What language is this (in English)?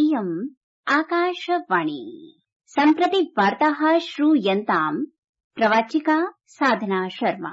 Sanskrit